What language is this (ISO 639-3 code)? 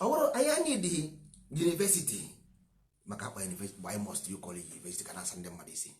ibo